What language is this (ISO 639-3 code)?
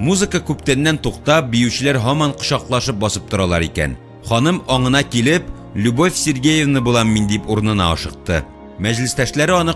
tat